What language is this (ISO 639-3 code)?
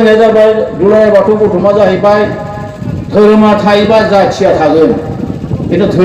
brx